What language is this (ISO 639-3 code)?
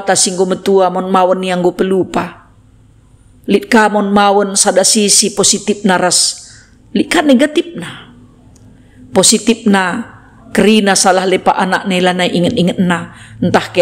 btx